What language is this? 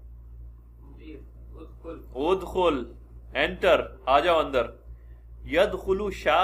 Urdu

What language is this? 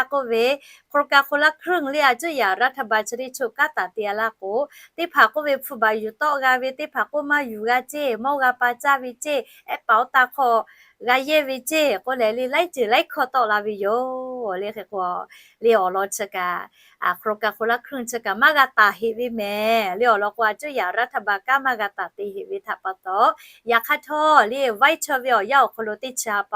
Lahu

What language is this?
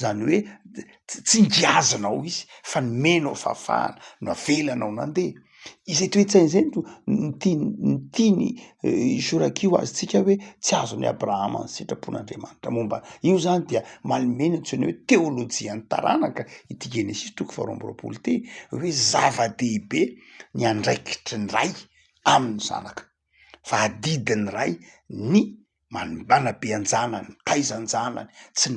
Malagasy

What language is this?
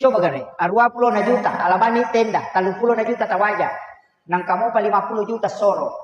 Buginese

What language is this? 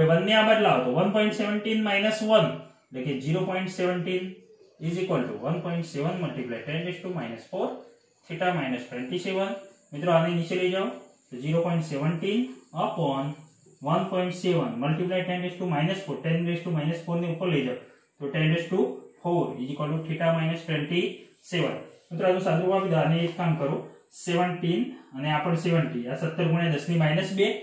Gujarati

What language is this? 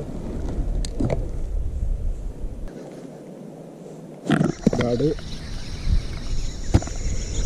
Swedish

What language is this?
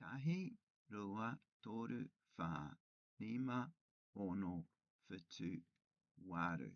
Māori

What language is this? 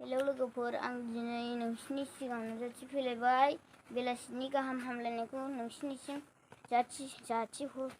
Bodo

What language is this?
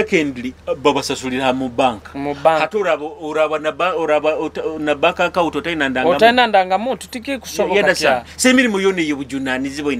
Nyoro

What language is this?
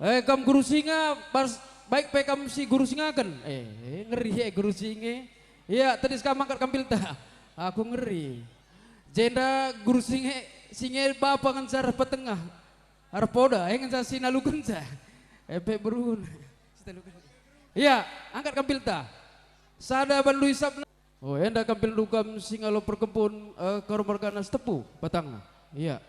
Batak Karo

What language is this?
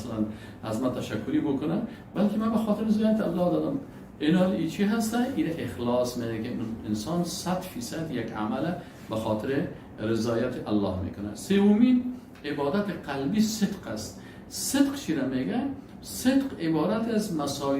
Persian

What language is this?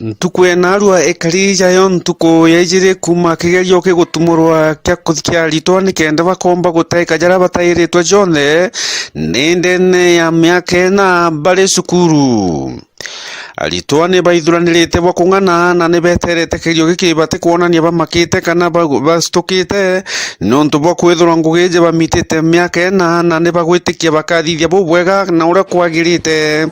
Meru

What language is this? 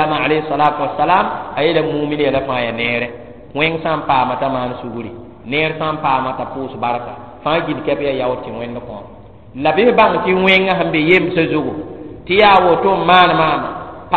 Mossi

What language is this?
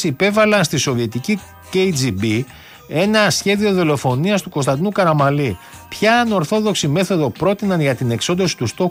Greek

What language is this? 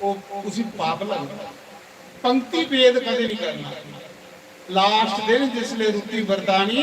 Dogri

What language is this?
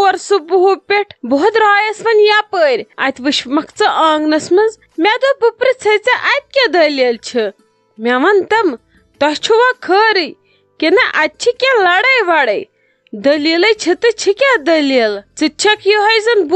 Kashmiri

